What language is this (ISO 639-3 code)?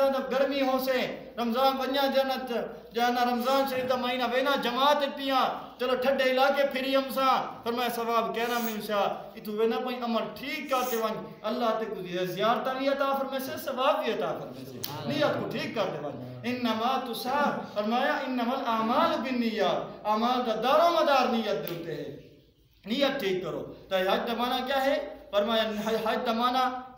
skr